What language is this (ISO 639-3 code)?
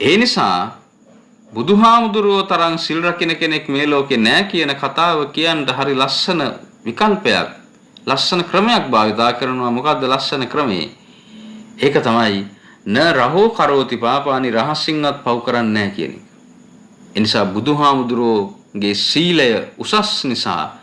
sin